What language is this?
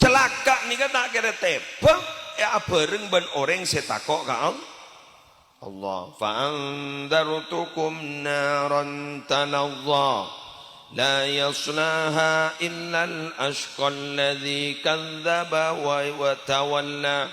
Madurese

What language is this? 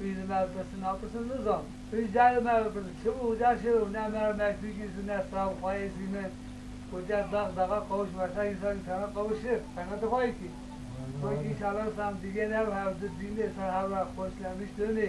Kurdish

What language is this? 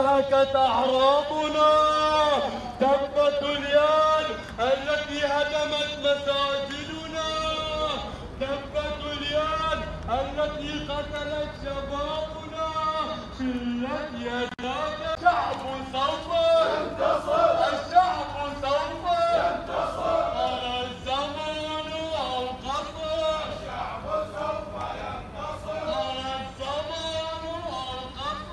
Arabic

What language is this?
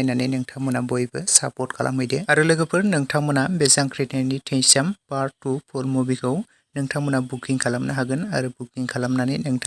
Bodo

